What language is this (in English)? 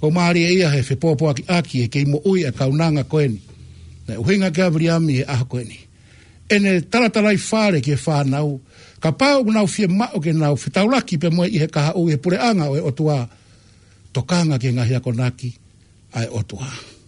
Tongan